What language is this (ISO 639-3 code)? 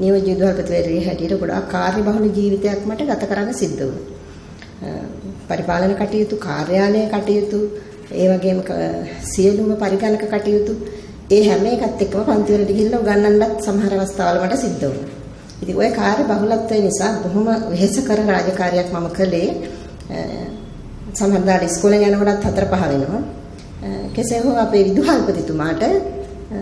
sin